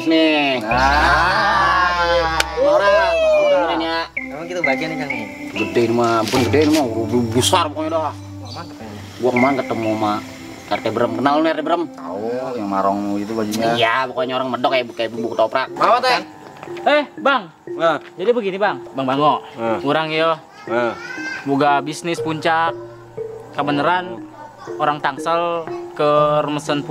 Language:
Betawi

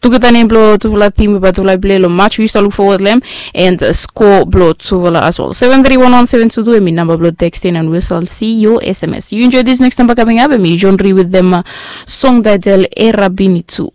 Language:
Bislama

